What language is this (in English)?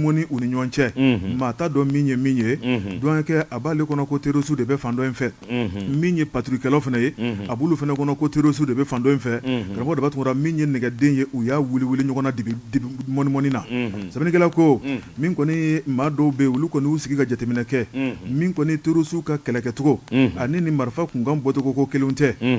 Bambara